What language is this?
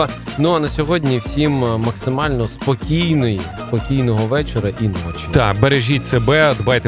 Ukrainian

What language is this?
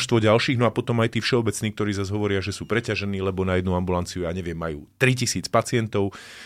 Slovak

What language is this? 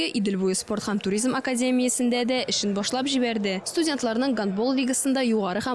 Tatar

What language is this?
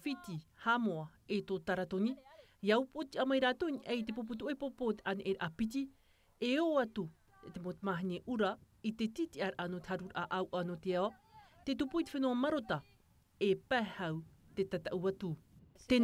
Tahitian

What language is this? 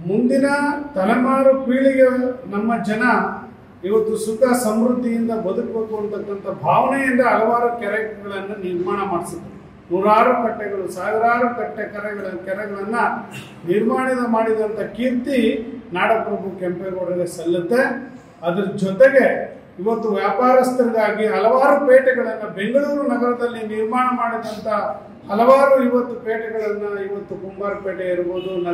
Kannada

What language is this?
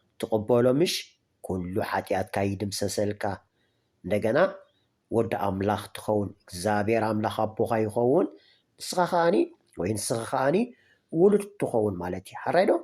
Tigrinya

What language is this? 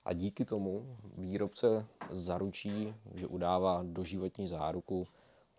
Czech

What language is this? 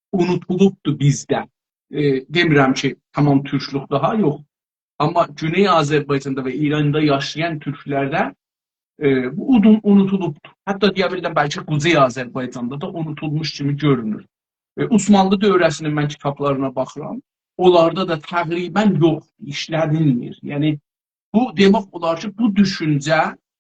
South Azerbaijani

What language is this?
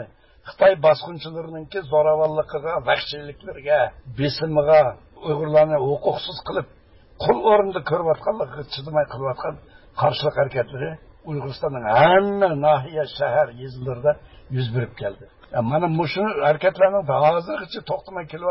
Uyghur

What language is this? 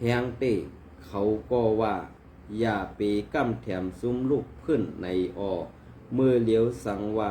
Shan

